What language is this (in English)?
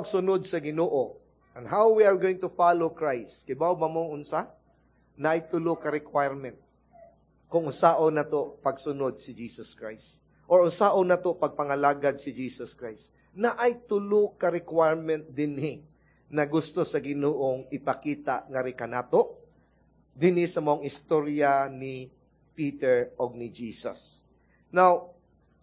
Cebuano